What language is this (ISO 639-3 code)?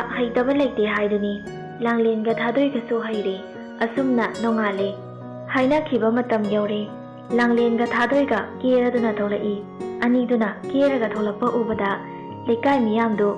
mni